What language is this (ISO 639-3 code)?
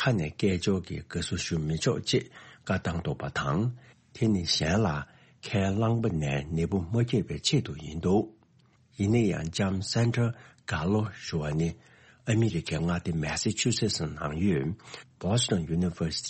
bod